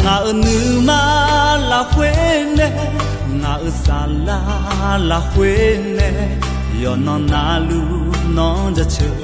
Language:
Akha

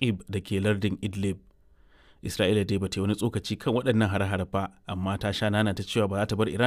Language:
Hausa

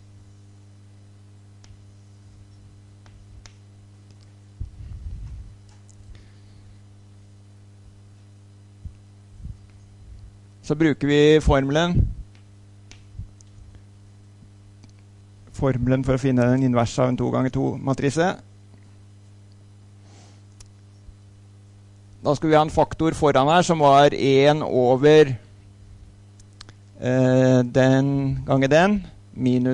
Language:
Norwegian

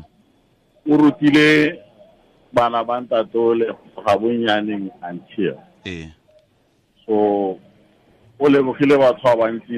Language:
Tswana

